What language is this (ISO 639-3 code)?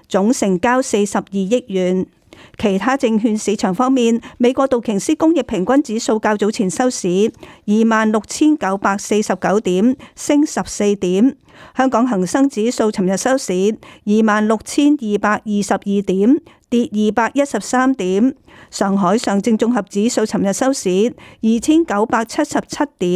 yue